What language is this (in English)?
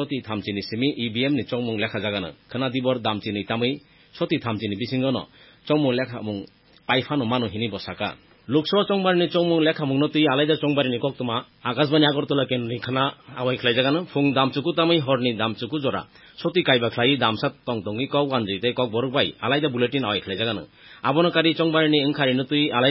Kok Borok